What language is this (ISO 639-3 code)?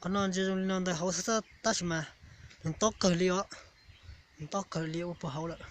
hmn